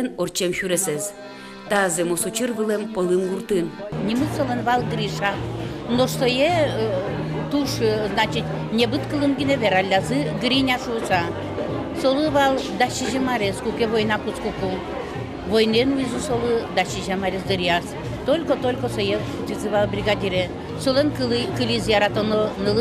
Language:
Udmurt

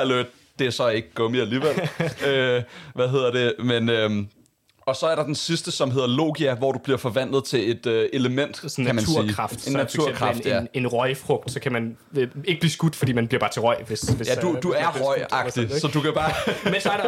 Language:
Danish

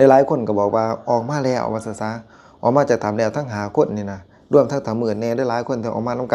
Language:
Lao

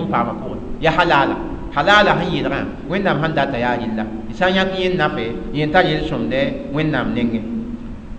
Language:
Mossi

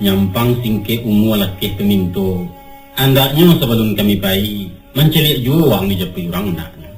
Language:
Minangkabau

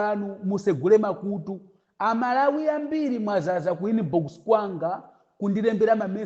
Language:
Nyanja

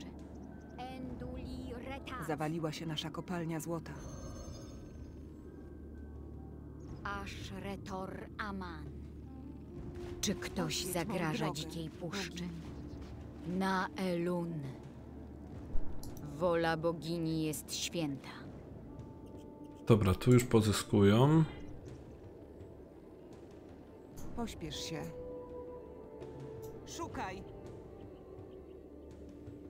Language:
Polish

